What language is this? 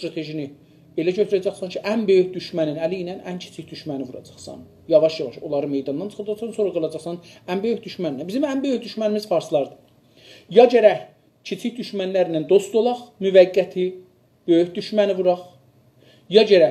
South Azerbaijani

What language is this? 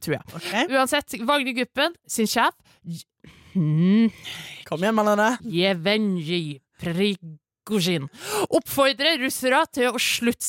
Norwegian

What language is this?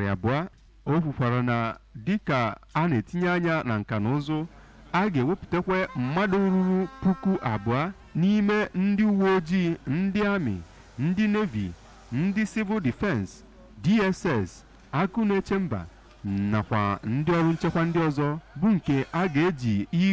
Igbo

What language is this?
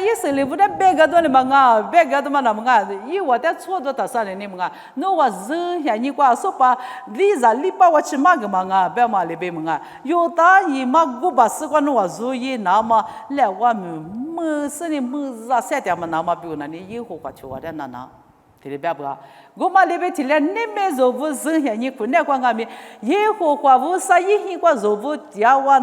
Lisu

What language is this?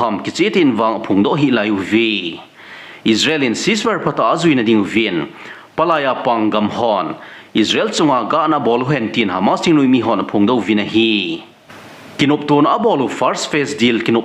Thado Chin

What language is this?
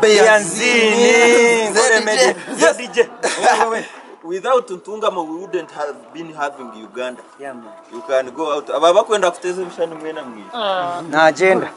Nyankole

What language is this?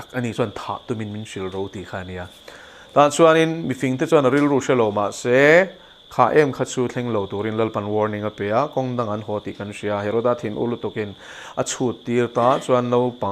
Mizo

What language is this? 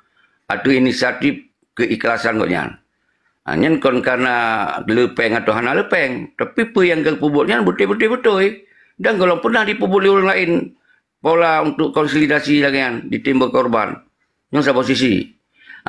Achinese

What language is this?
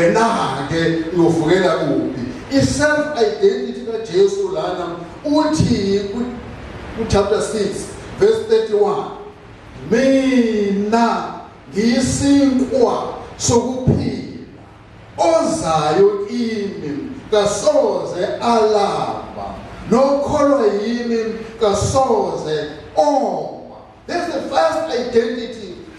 Zulu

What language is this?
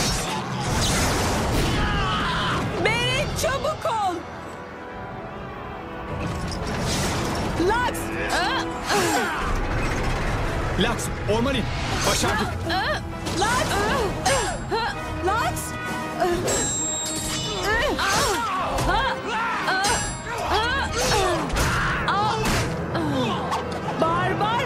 Turkish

